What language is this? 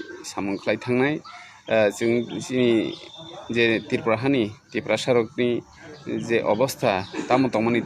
Kok Borok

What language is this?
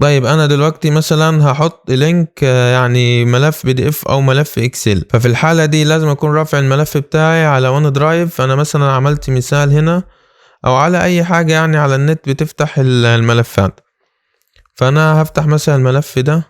Egyptian Arabic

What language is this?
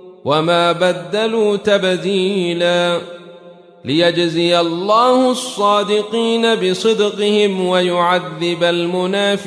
Arabic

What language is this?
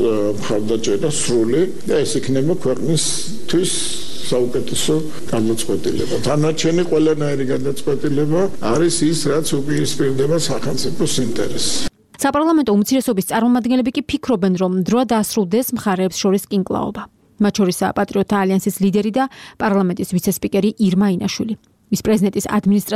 Georgian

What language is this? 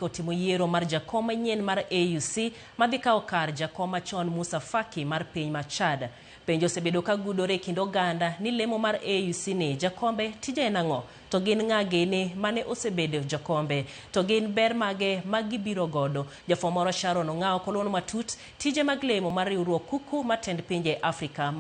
Luo (Kenya and Tanzania)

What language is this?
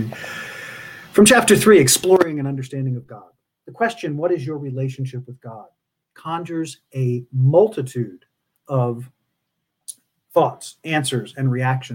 English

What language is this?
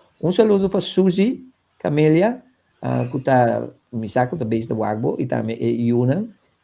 Papiamento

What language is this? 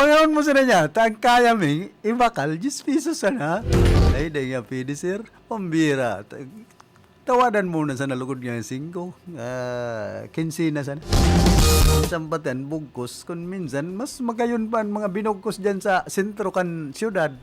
Bikol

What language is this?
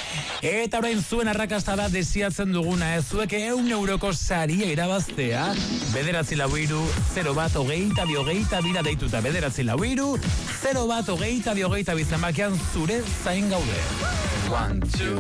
Basque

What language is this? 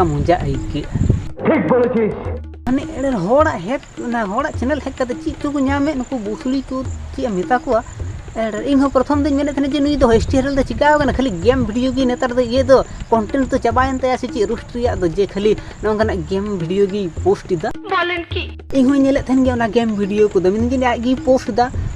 Santali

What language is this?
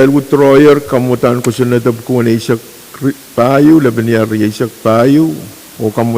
Pohnpeian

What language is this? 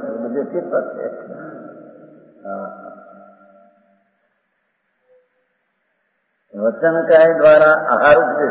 Gujarati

